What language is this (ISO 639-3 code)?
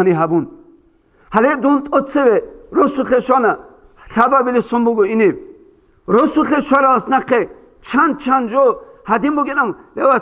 ava